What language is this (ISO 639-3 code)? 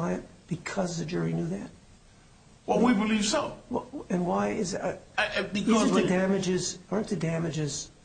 eng